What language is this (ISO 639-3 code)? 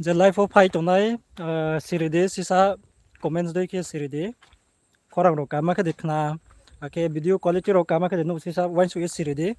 ria